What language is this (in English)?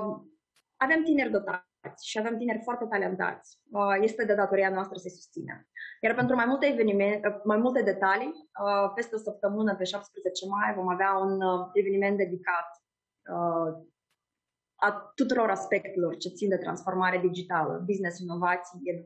Romanian